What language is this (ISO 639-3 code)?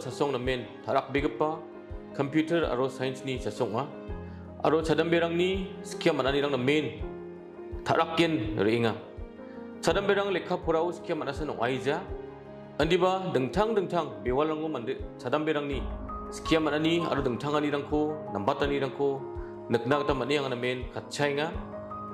grt